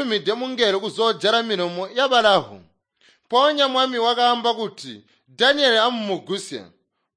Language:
Tonga (Zambia)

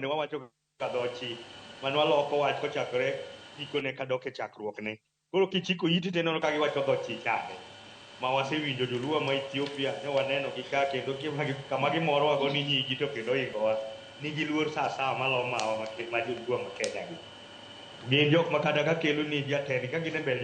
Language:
Luo (Kenya and Tanzania)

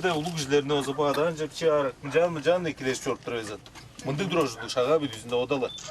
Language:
Tuvinian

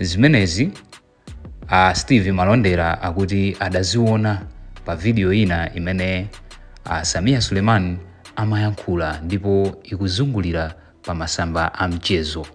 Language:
Nyanja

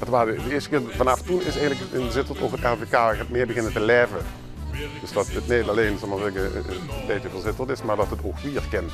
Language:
Limburgish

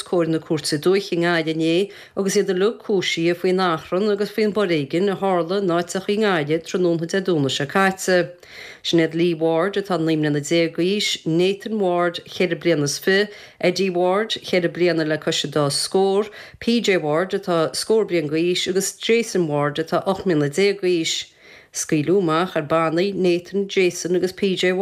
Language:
Irish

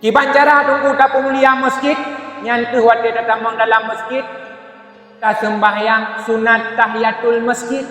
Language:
Achinese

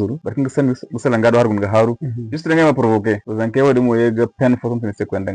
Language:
Zarma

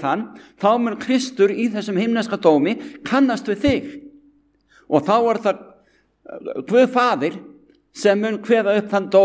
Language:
Icelandic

